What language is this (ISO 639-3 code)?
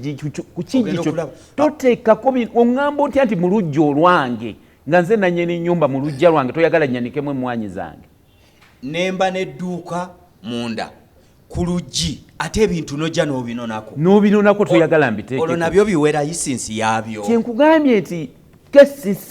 lug